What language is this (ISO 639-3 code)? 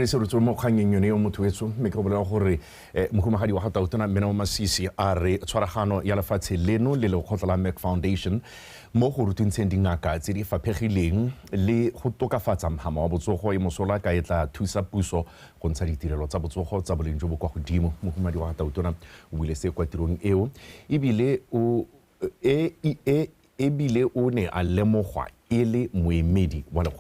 tsn